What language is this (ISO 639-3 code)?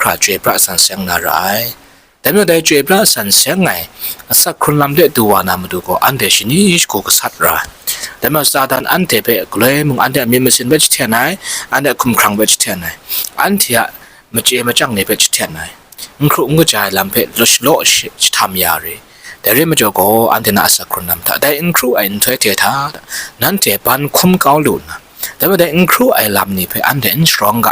kac